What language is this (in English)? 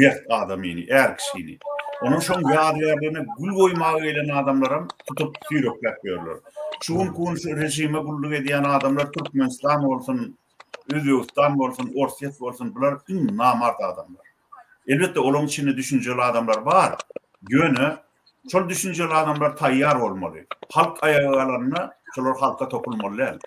Turkmen